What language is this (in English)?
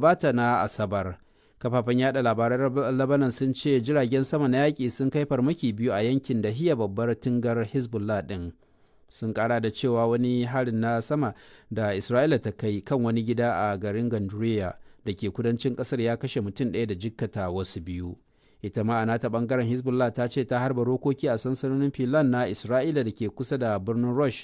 Hausa